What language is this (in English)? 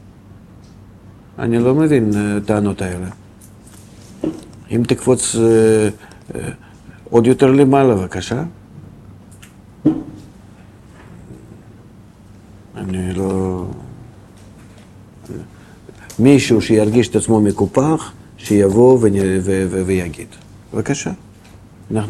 Hebrew